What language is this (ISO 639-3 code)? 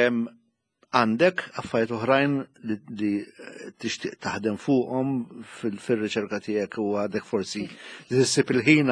mlt